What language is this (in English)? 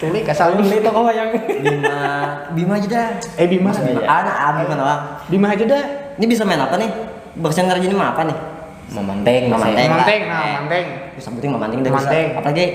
Banjar